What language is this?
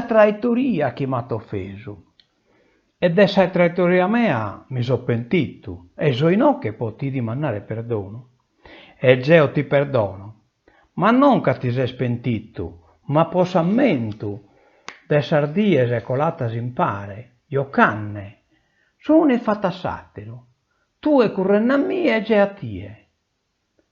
Sardinian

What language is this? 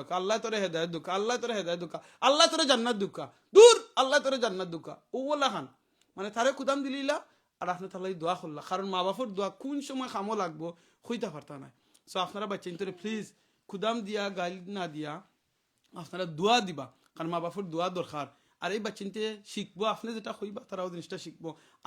Sylheti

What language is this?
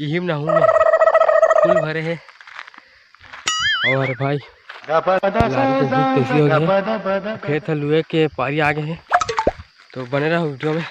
Chhattisgarhi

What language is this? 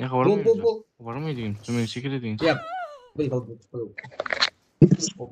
Kara-Kalpak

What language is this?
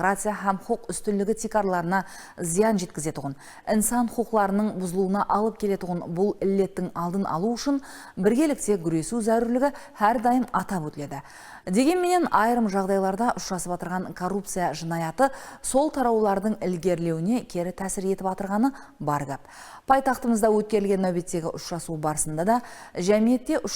Kara-Kalpak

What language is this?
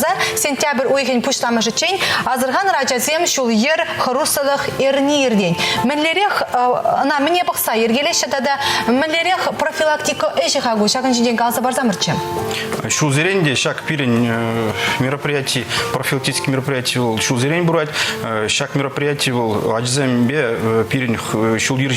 Chuvash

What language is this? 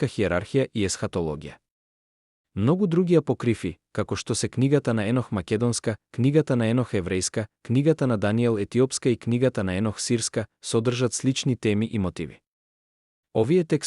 Macedonian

